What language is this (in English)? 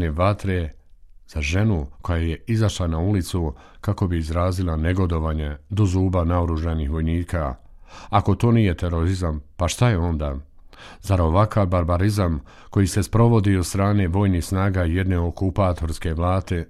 Bosnian